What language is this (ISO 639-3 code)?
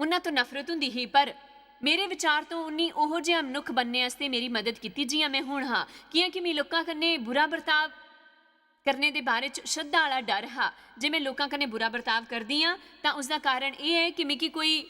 doi